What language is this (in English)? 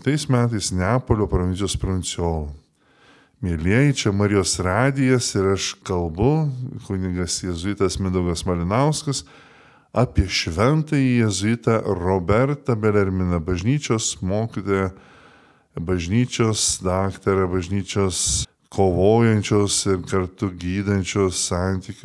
Lithuanian